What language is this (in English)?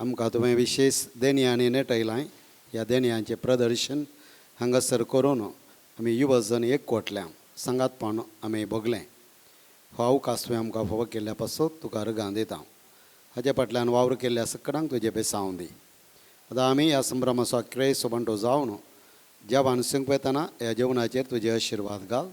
Konkani